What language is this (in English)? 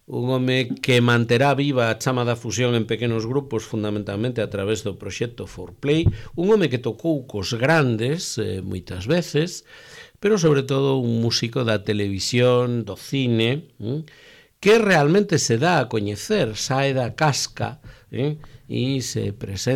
Galician